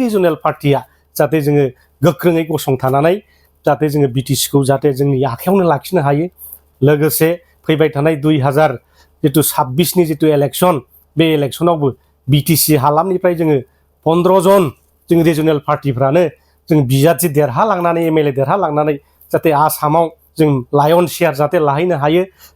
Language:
Bodo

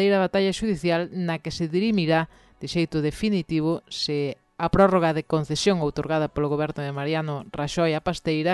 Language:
Galician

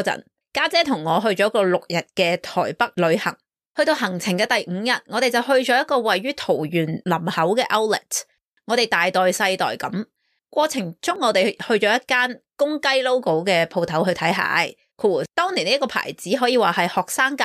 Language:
Cantonese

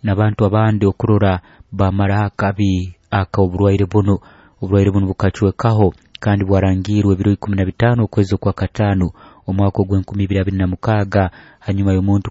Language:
Nyoro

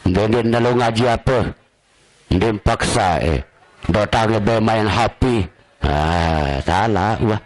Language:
Sasak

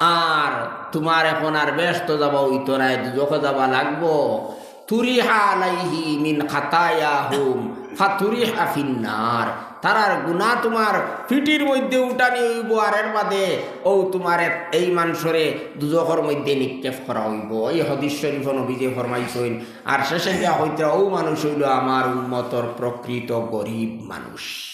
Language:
Sylheti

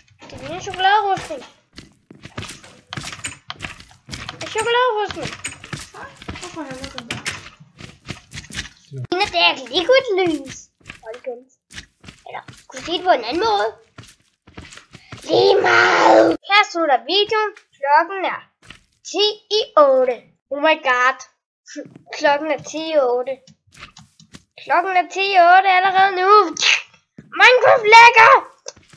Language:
Danish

